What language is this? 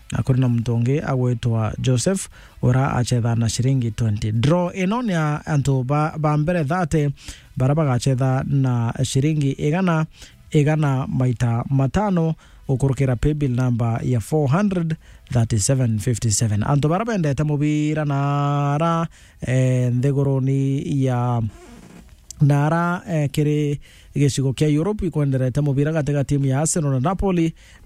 Meru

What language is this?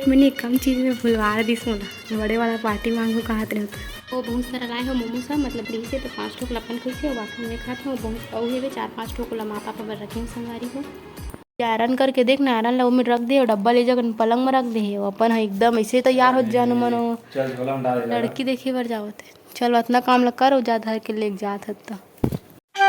Chhattisgarhi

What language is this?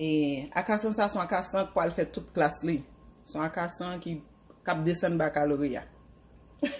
Haitian Creole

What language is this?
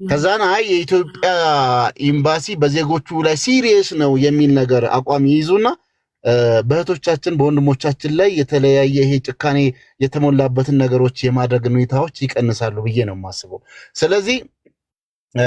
Amharic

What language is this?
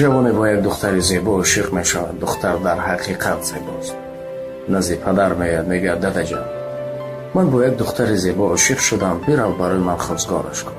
Tajik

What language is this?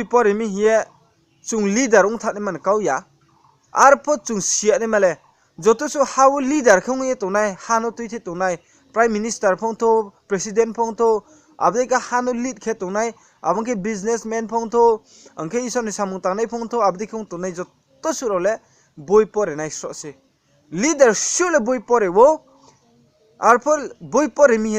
Riang (India)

